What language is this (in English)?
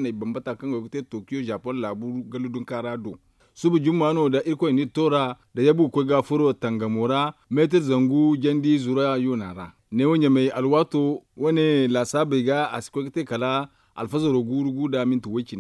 Zarma